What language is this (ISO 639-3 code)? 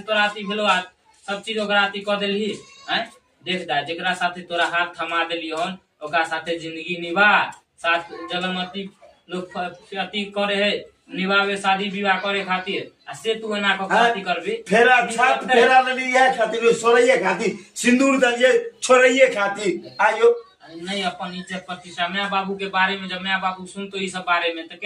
mai